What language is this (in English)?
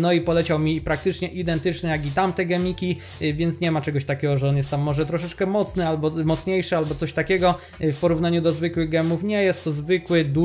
Polish